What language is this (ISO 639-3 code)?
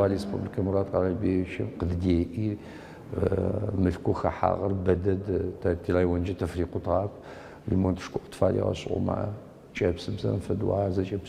ady